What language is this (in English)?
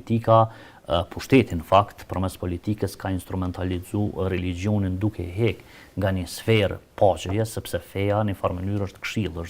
Albanian